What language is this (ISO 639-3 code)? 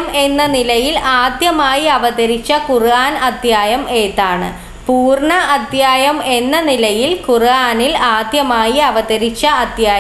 mal